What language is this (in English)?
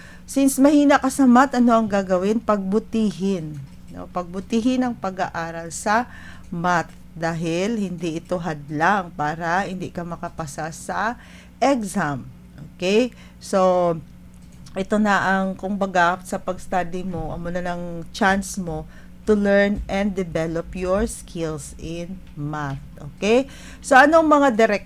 Hiligaynon